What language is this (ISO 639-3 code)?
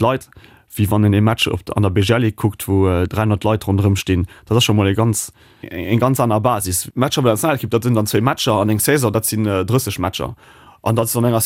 ltz